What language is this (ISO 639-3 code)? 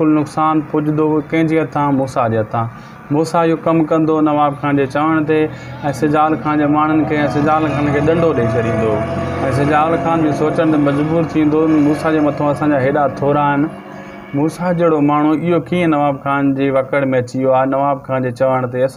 snd